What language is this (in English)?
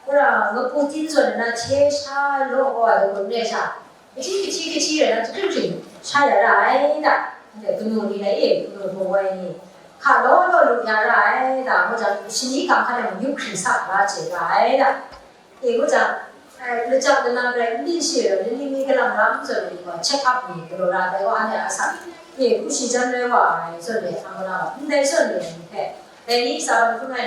Kachin